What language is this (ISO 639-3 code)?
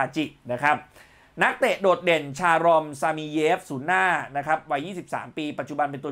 tha